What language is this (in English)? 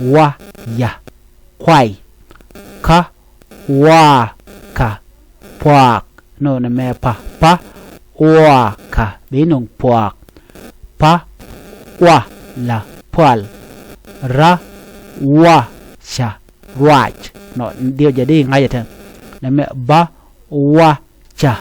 Nuer